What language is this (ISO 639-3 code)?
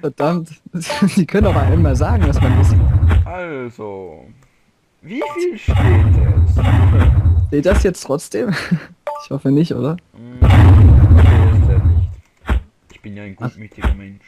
gsw